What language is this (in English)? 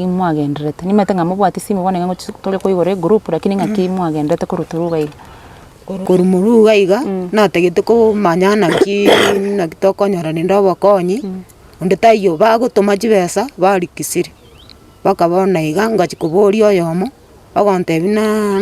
Gusii